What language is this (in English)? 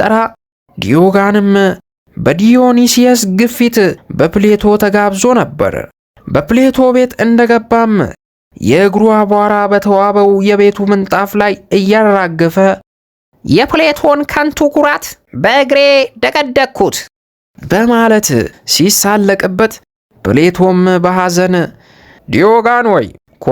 Amharic